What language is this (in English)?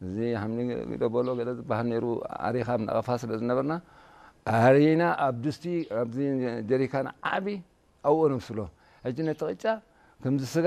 Tigrinya